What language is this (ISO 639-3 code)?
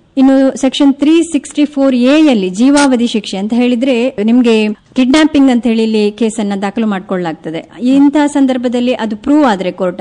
kan